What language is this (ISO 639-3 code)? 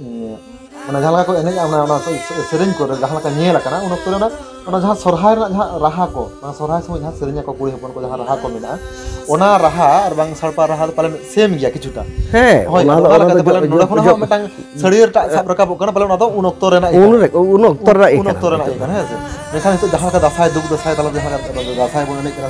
sat